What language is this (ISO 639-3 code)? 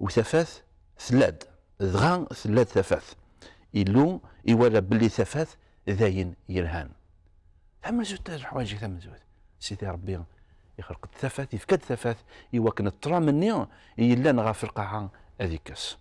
kab